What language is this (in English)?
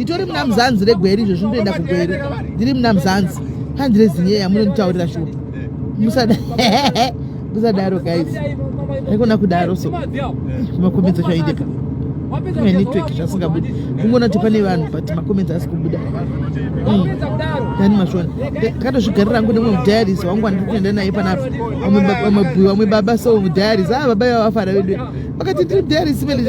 Shona